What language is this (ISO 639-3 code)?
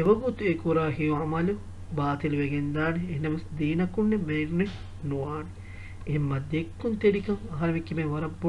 div